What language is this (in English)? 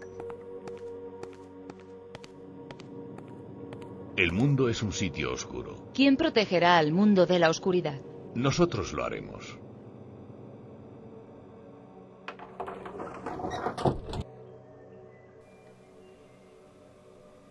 Spanish